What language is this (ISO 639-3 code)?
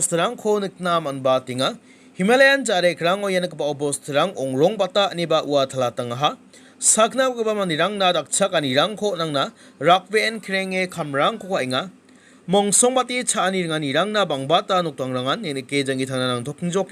grt